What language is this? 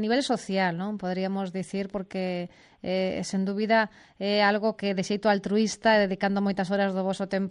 Galician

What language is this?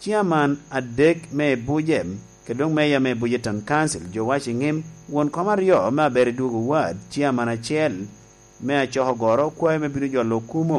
Lango (Uganda)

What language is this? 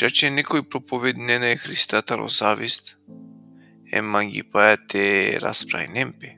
Balkan Romani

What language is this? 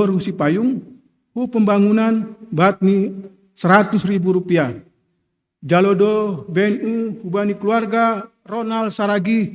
Batak Simalungun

